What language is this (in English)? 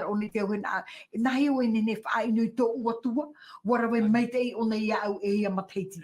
Tahitian